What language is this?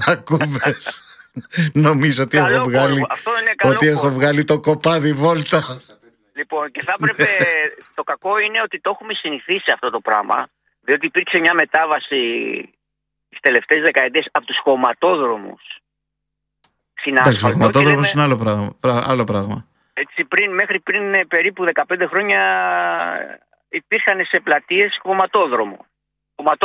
Greek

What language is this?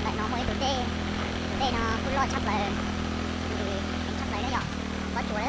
Hmong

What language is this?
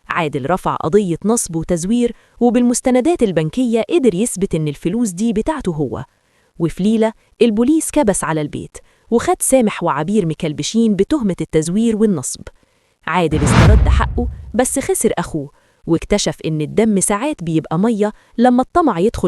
Egyptian Arabic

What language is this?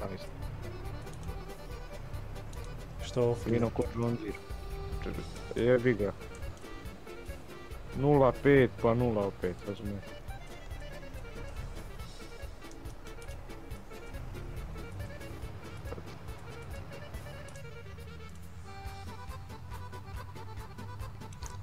Croatian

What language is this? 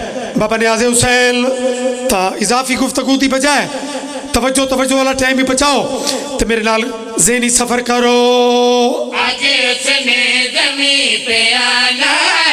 Pahari-Potwari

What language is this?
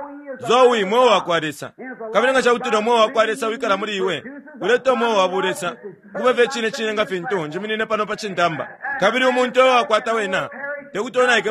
Bemba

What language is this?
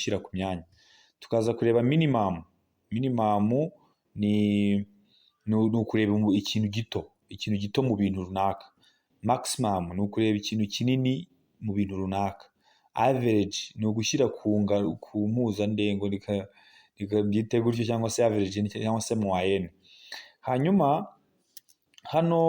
Kinyarwanda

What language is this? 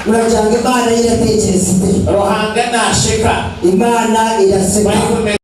Nyankole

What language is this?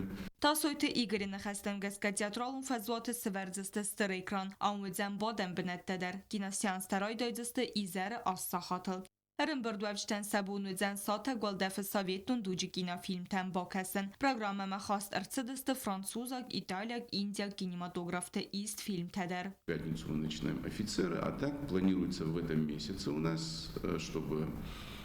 Ossetic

